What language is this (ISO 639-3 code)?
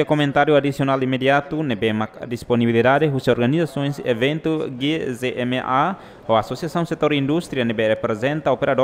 tet